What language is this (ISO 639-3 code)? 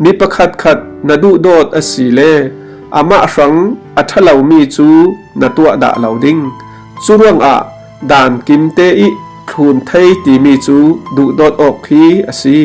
cfm